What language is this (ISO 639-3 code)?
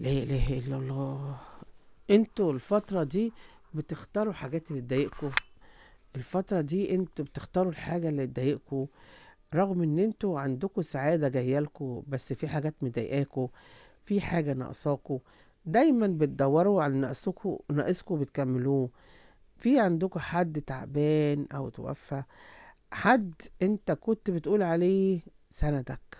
arz